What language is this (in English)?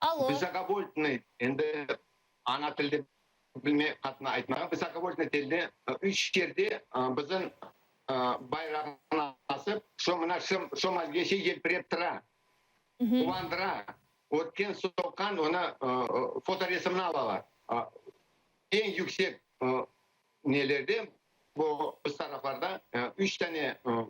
Crimean Tatar